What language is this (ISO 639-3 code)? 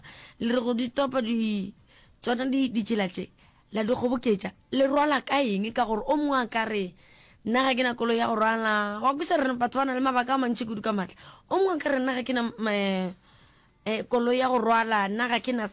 nso